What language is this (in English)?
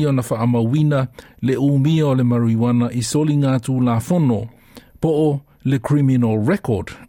Samoan